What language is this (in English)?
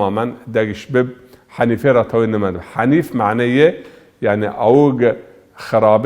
Zaza